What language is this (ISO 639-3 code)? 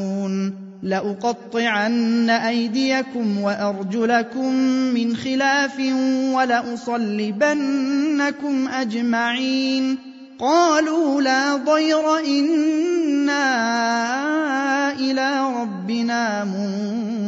ara